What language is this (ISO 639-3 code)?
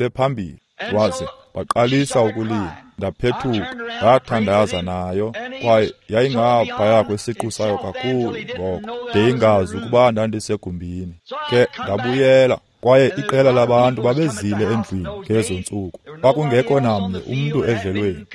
xho